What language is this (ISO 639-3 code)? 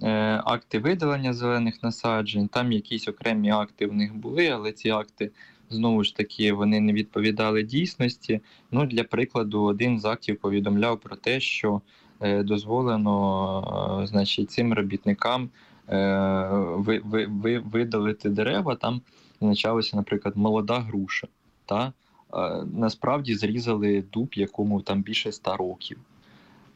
ukr